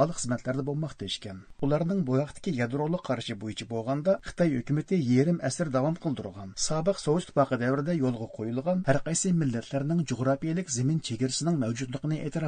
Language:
Uyghur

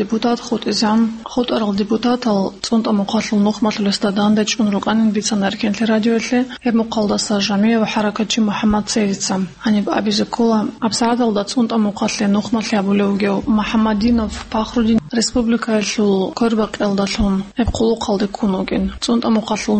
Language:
Avaric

